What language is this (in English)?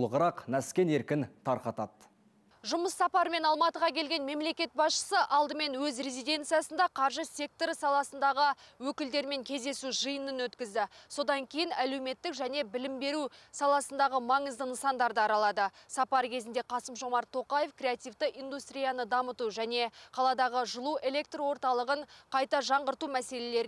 Kazakh